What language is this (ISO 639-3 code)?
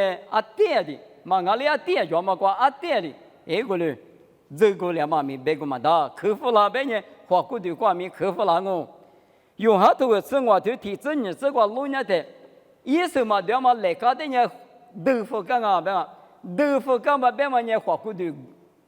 lis